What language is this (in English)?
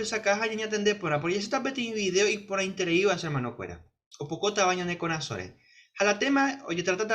Guarani